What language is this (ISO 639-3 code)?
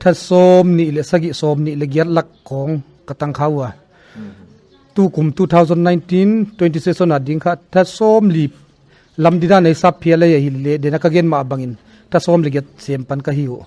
pck